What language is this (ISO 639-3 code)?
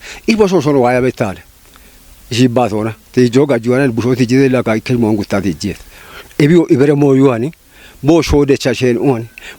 kbr